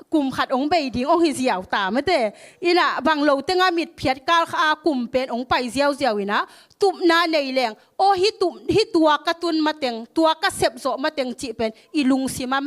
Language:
Tedim Chin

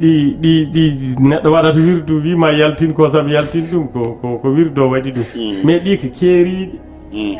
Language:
Fula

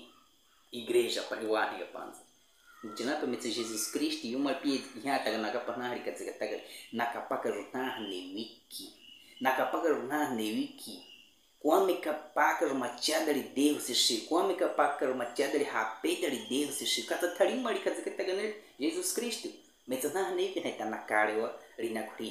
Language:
Baniwa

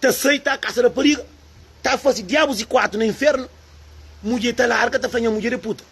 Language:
Kabuverdianu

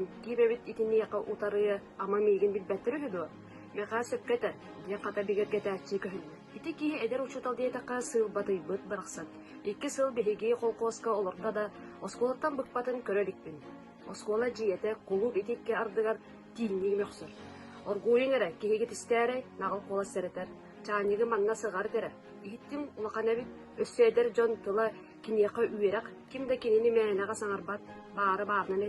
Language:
Yakut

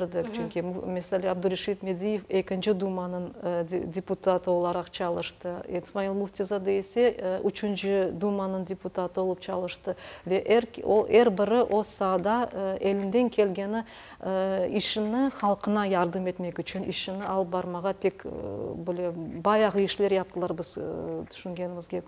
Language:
Crimean Tatar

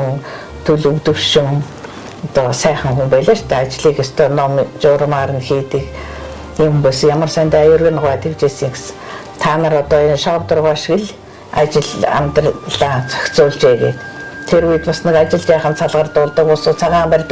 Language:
Mongolian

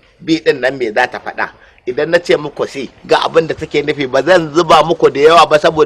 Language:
Hausa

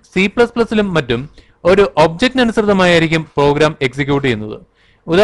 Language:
Malayalam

